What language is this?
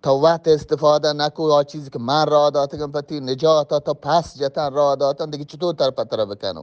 Eastern Balochi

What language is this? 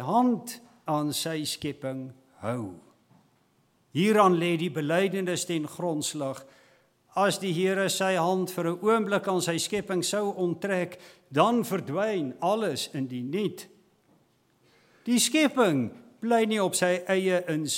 Afrikaans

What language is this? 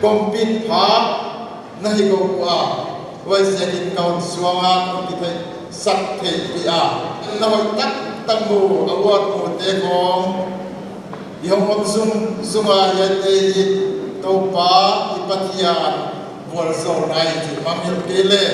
Paite Chin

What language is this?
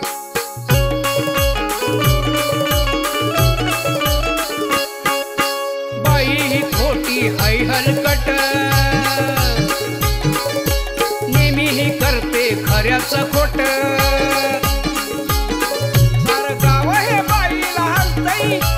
Marathi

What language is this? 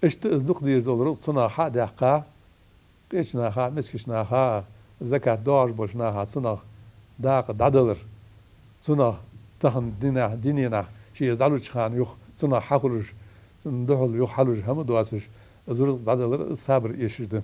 Ingush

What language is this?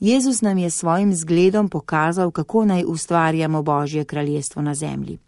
Slovenian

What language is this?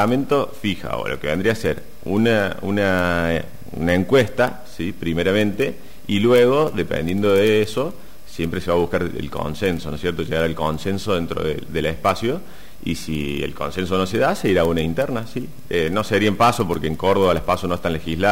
Spanish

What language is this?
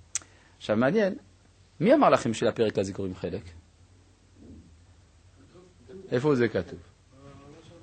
Hebrew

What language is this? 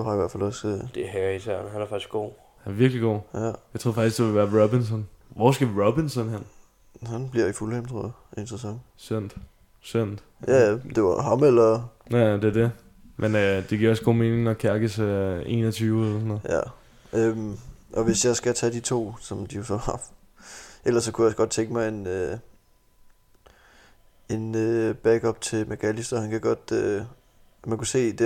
Danish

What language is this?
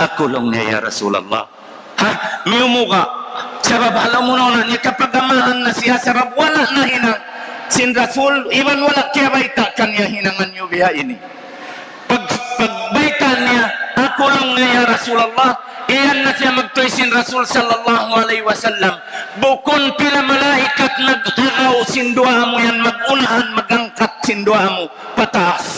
Tausug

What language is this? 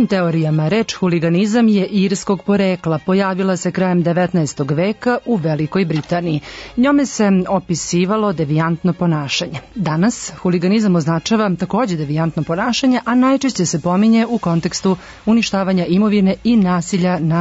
Serbian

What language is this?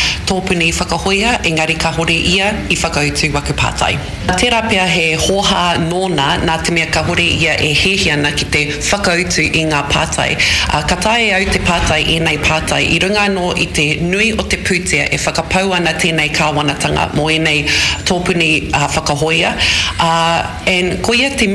Māori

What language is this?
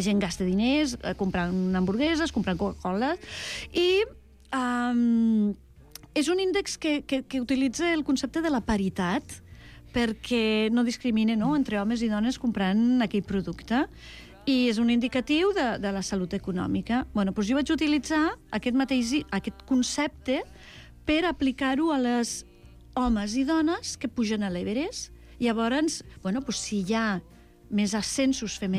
Catalan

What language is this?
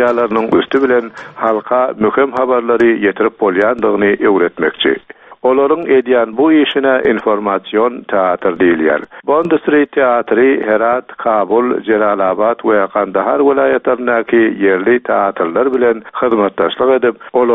Turkmen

